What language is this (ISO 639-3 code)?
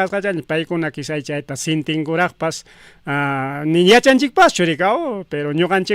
quy